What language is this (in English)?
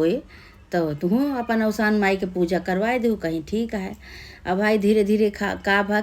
Awadhi